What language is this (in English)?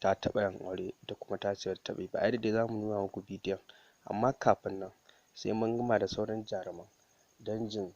Hausa